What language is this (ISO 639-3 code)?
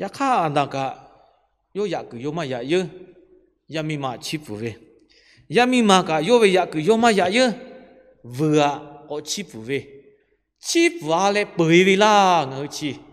lhu